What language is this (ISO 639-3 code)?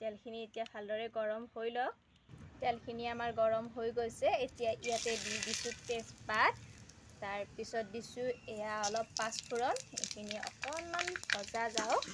asm